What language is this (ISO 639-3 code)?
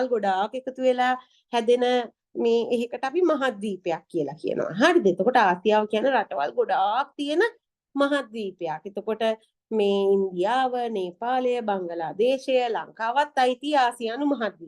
sin